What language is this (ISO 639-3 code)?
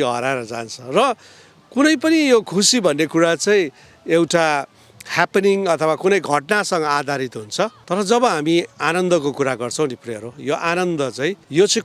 nep